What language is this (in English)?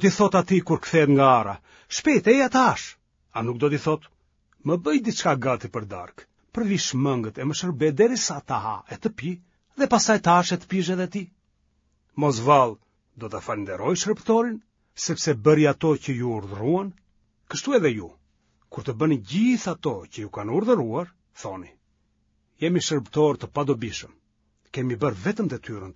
Albanian